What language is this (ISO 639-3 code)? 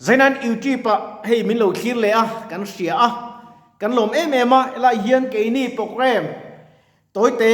lus